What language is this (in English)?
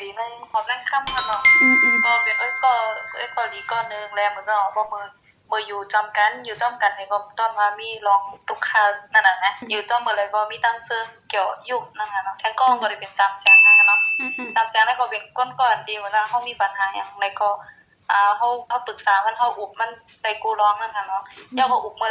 Shan